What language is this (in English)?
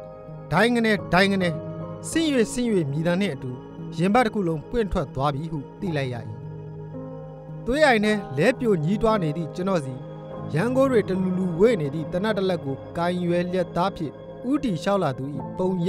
Burmese